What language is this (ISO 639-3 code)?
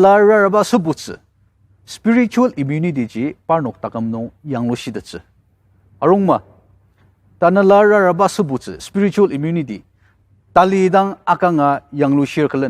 njo